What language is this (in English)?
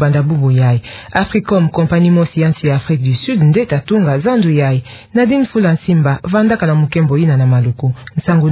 Kituba (Democratic Republic of Congo)